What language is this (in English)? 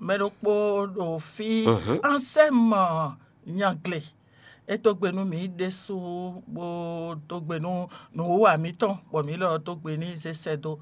Fon